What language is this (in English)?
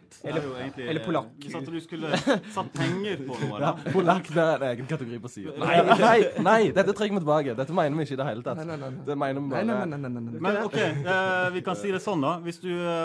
Norwegian